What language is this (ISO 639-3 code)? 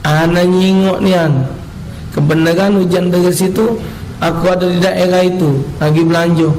mui